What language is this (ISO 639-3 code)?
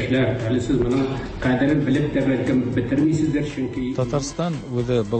tat